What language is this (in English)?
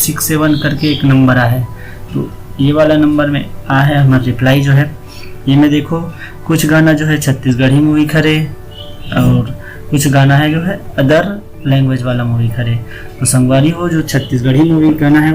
Chhattisgarhi